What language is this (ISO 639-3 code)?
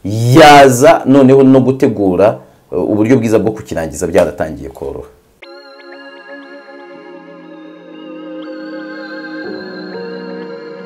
kin